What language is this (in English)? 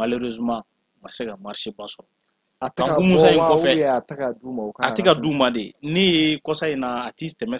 Bambara